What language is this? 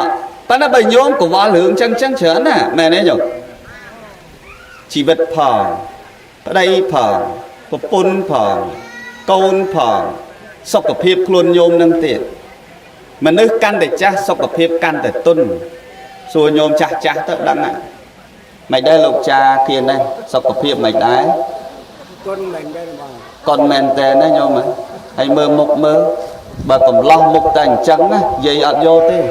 Khmer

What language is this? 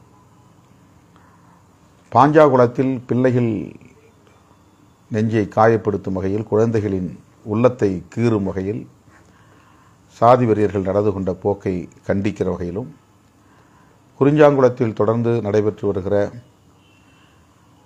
Tamil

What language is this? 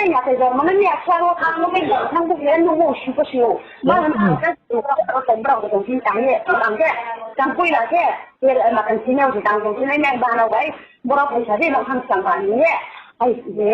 Riang (India)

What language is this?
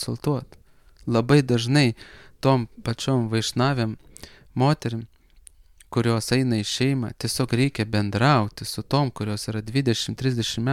Lithuanian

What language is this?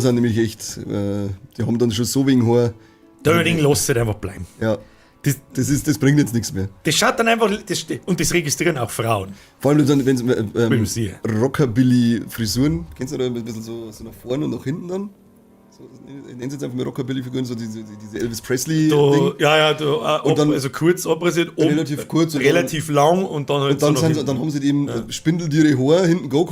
Bavarian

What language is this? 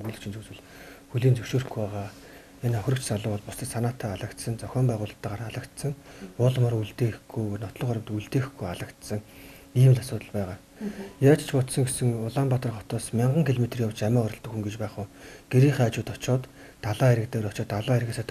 Mongolian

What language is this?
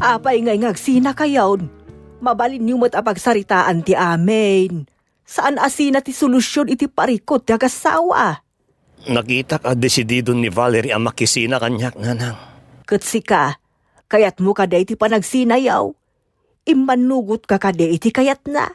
Iloko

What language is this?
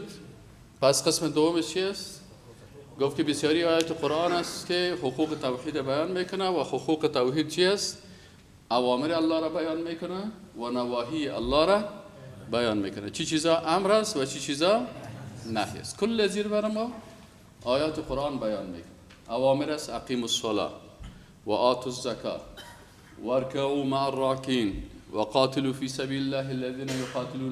Persian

